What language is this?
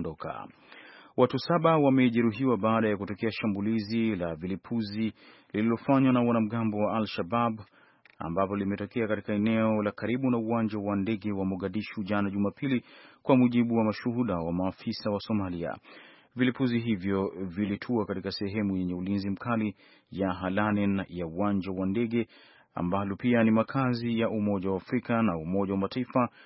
Swahili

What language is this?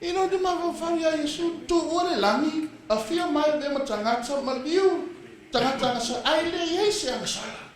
Samoan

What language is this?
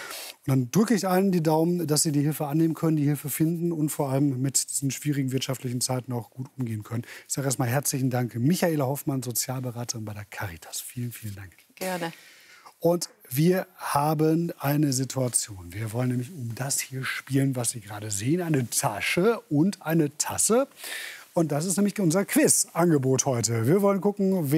German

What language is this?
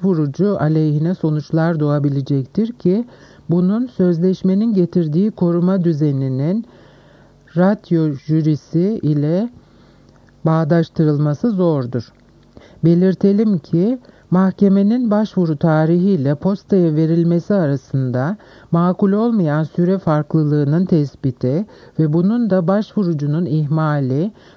Turkish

